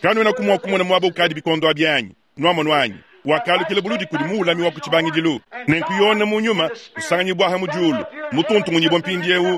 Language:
Luba-Lulua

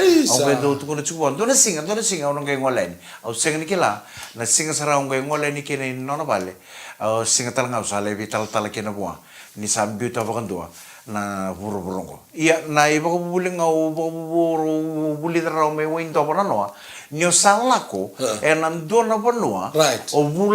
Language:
Fijian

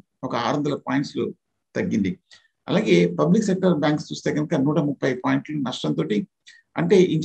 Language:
Telugu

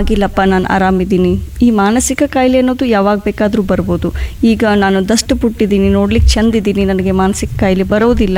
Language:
Kannada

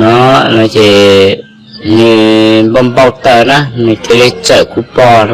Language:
Hmong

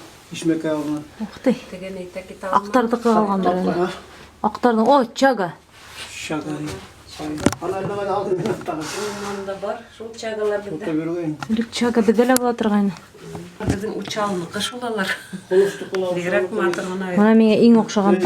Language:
Bashkir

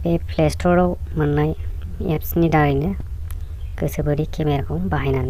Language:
Bodo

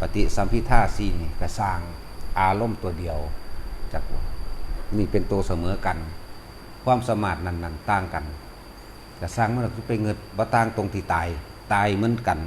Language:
Northeastern Thai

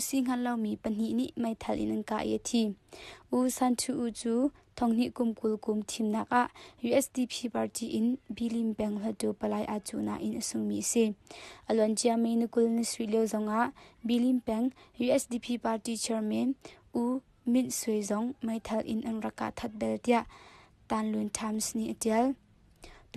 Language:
Hakha Chin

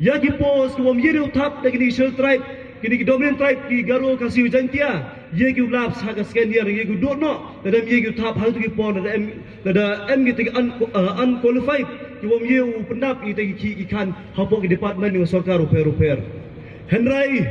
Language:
Pnar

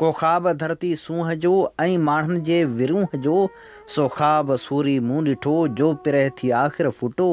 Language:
Sindhi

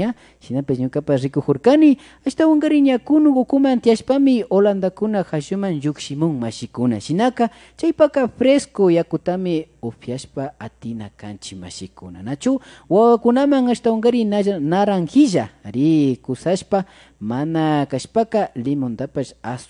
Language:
Imbabura Highland Quichua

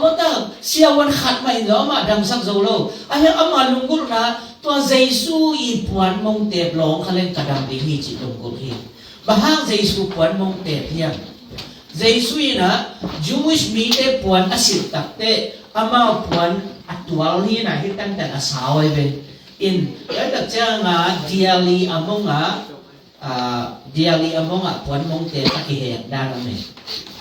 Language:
Tedim Chin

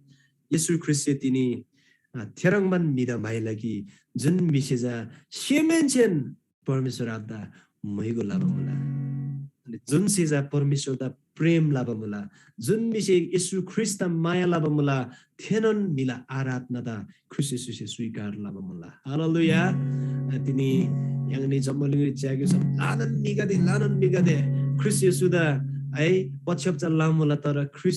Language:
Eastern Tamang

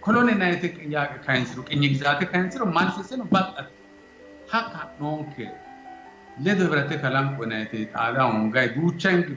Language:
Sidamo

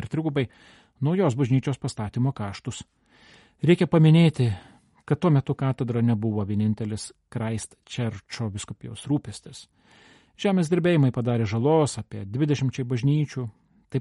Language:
Lithuanian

